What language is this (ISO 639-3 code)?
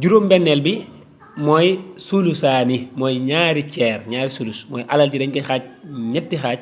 wol